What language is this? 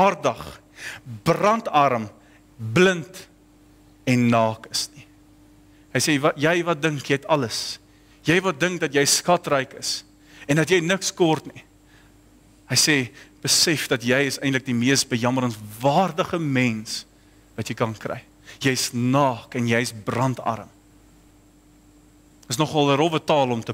Afrikaans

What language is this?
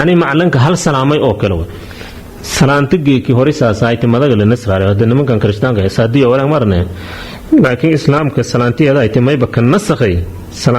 Somali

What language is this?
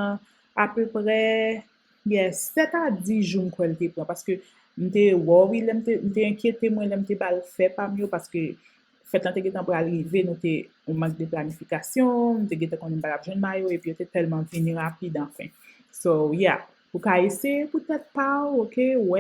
Haitian Creole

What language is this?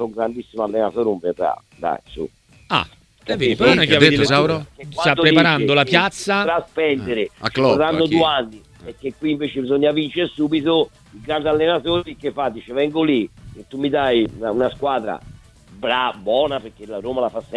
Italian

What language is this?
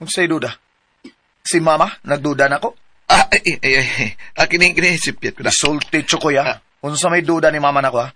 Cebuano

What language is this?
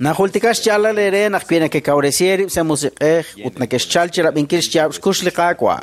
Kekchí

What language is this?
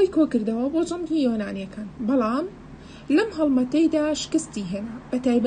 Central Kurdish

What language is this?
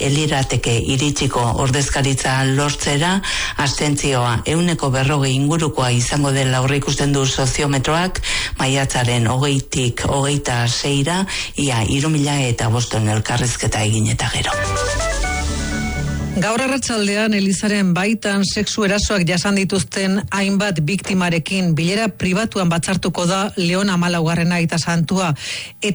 Basque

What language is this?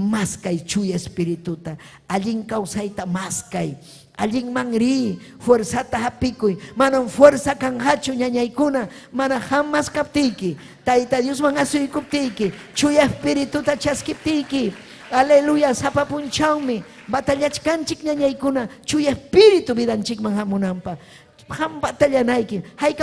Ayacucho Quechua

